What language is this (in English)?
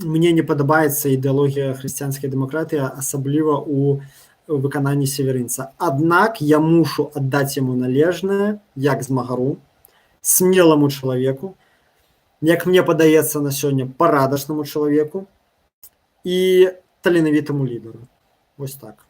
Belarusian